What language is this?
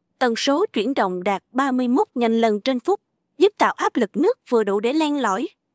Vietnamese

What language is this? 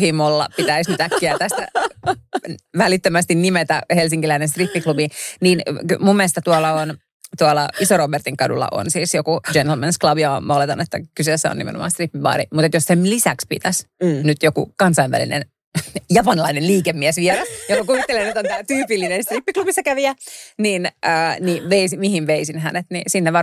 Finnish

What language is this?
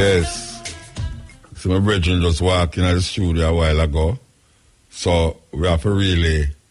Jamaican Creole English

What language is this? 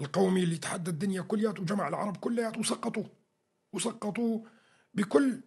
North Levantine Arabic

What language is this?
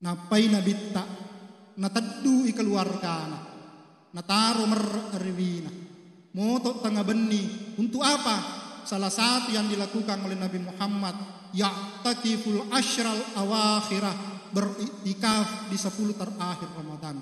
Buginese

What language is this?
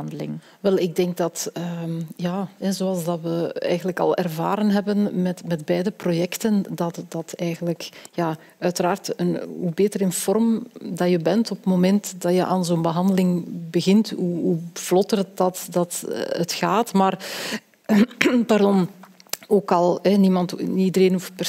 Dutch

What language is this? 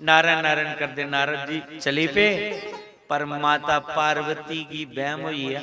Dogri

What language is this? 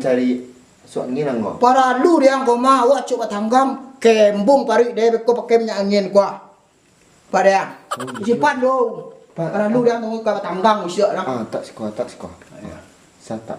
Minangkabau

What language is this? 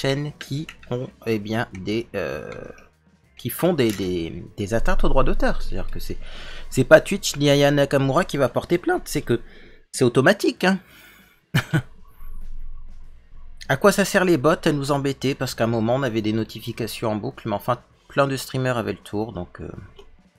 French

